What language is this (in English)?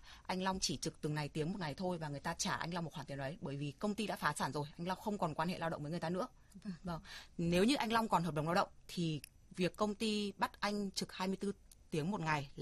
Vietnamese